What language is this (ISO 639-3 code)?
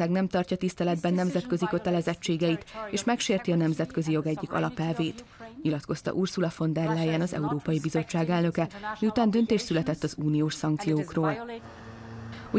hun